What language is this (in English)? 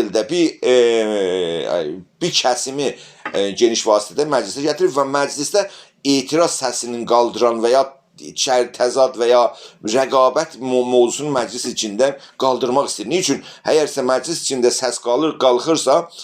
South Azerbaijani